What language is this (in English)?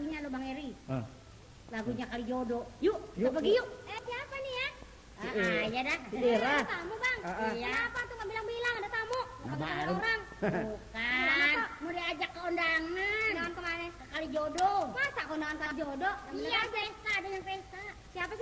Betawi